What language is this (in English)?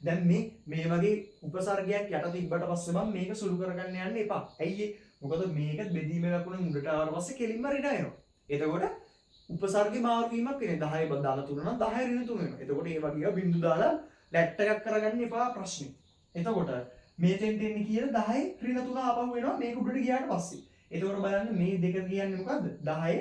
Sinhala